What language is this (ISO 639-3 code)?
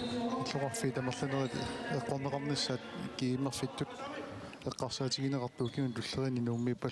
kal